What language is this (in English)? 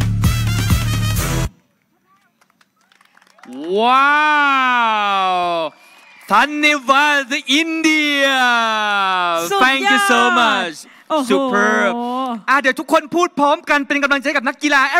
Thai